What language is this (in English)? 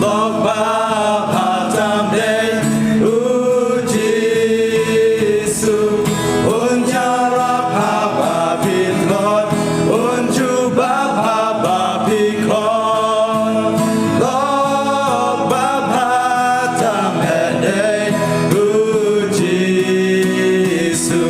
Khasi